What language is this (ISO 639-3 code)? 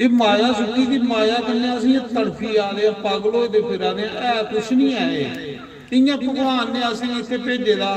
doi